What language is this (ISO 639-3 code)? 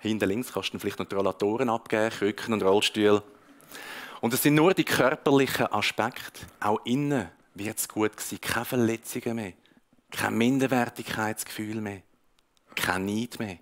gsw